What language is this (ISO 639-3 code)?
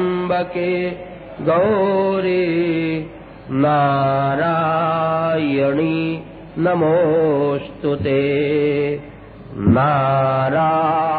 guj